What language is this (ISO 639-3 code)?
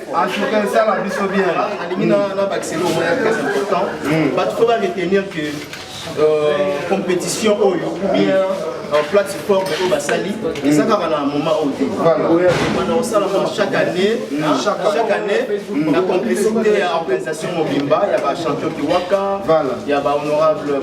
lin